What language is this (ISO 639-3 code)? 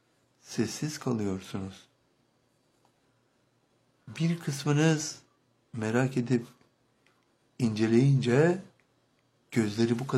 tur